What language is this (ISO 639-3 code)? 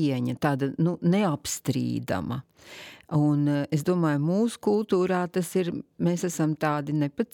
lav